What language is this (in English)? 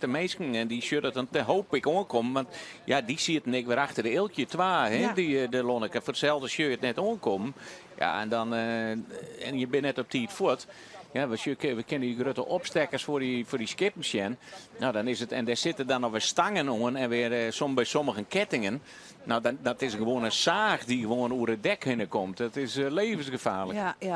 Western Frisian